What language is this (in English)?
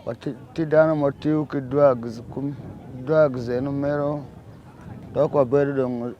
Acoli